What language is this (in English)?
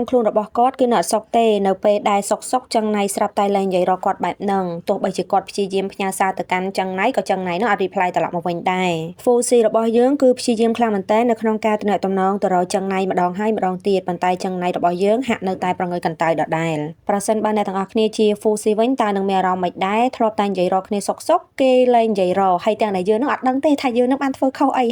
Khmer